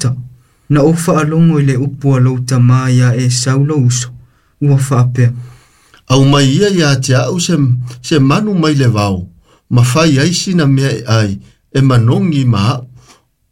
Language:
Samoan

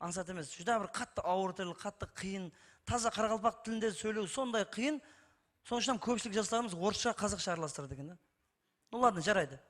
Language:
Kara-Kalpak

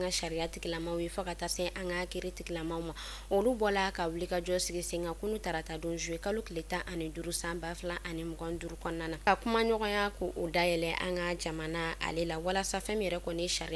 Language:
Bambara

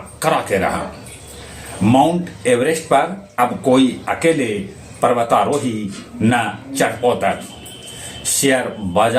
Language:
Magahi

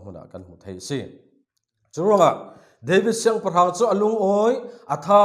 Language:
Falam Chin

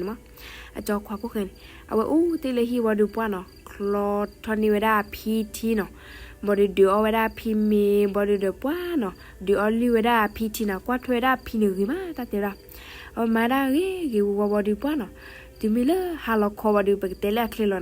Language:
S'gaw Karen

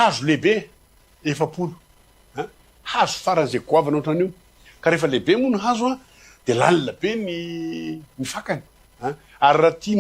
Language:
Malagasy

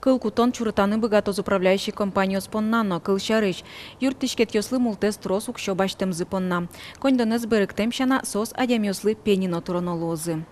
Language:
Udmurt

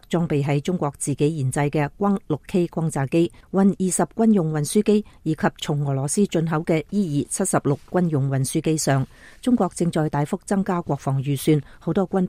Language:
Cantonese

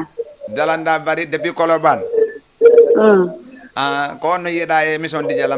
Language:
Fula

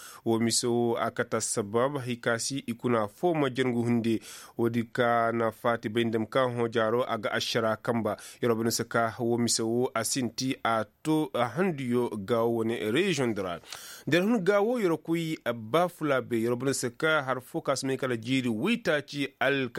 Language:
Koyraboro Senni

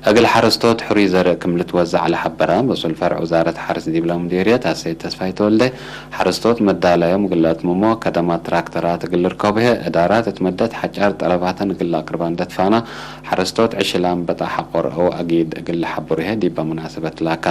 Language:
Tigre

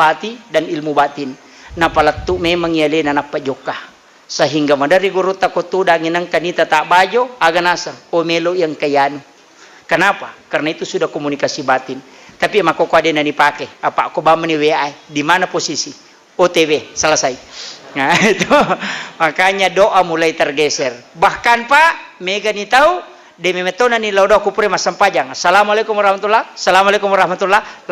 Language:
Buginese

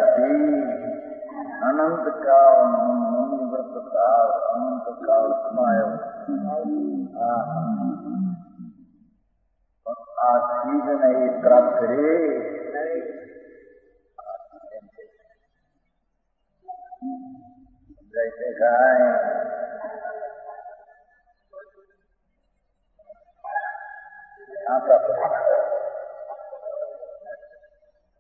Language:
Gujarati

